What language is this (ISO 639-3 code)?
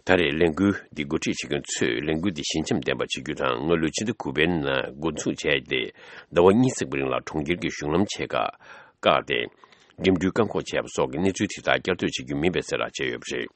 bod